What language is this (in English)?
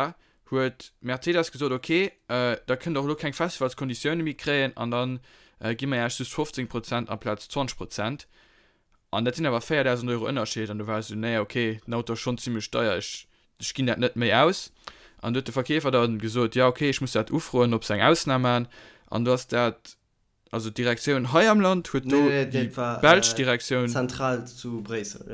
Luxembourgish